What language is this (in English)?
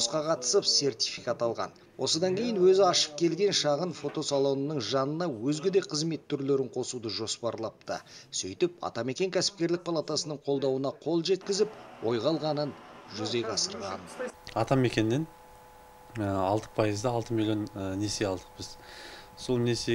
Kazakh